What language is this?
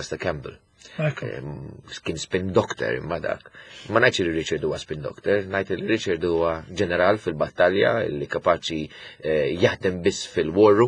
Maltese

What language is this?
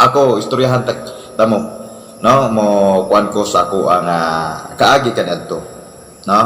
Cebuano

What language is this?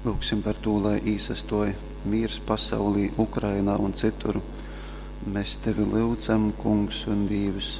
Latgalian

